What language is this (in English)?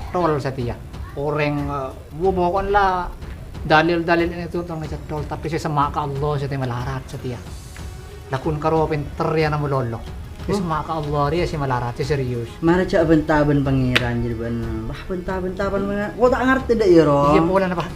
Madurese